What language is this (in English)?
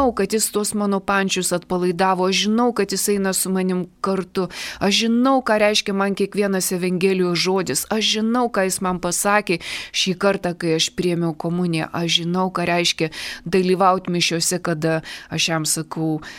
Lithuanian